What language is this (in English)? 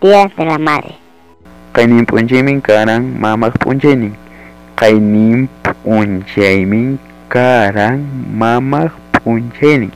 Ayacucho Quechua